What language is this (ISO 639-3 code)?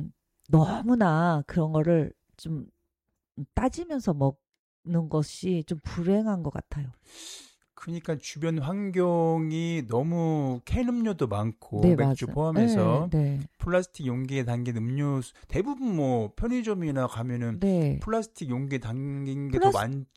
kor